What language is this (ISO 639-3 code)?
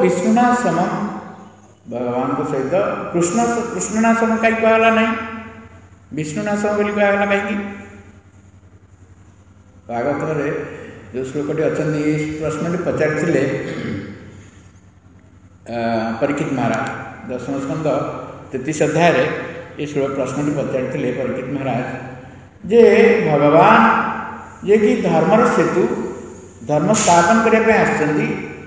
ori